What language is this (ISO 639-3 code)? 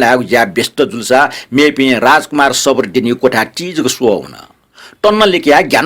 new